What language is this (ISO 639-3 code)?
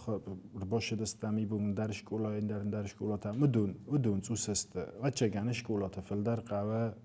oss